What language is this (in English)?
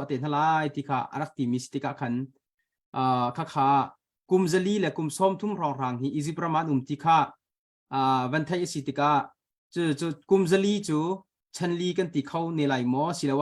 Hakha Chin